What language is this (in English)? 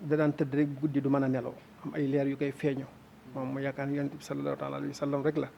Wolof